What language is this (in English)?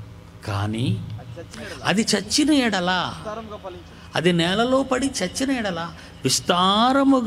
Telugu